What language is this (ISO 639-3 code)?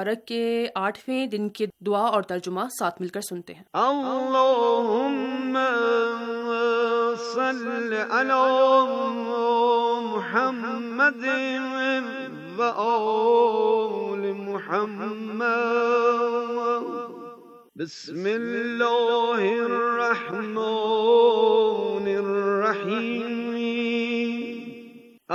urd